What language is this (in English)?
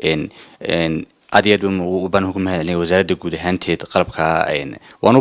Somali